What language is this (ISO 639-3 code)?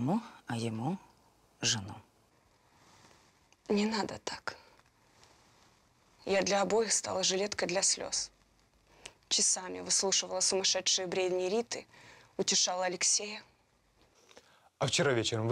rus